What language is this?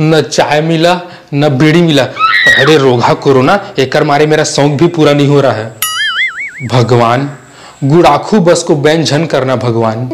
Chhattisgarhi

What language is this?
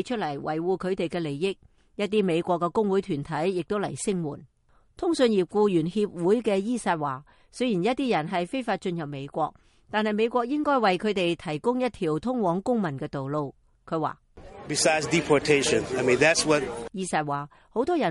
Cantonese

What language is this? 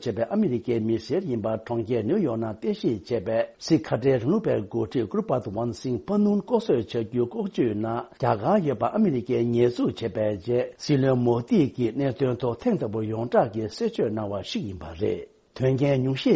Tibetan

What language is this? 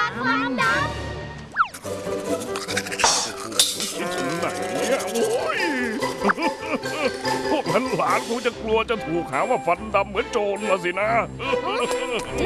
Thai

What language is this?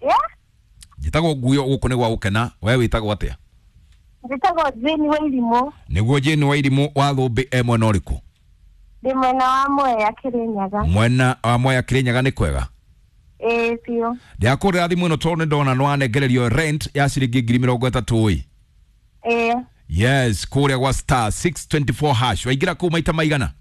Kikuyu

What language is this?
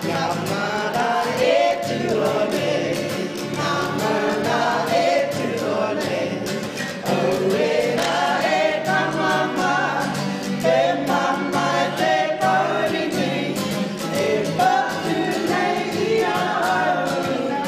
Māori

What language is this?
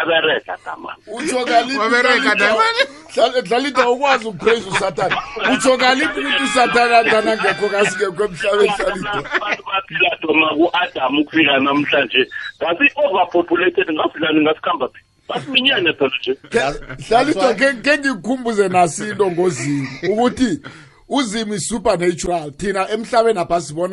South Ndebele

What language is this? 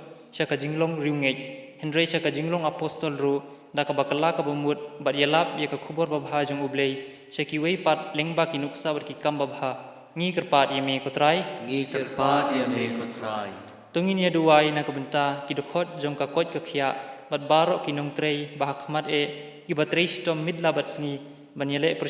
Khasi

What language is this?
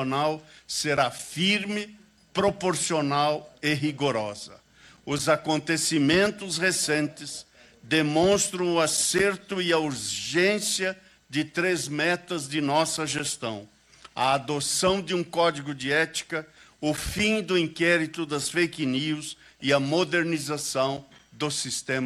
Portuguese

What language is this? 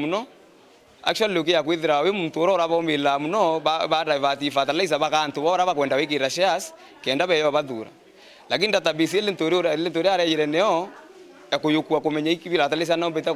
Meru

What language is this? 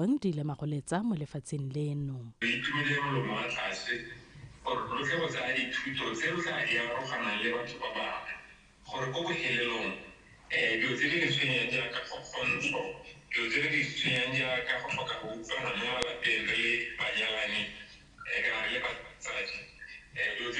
Tswana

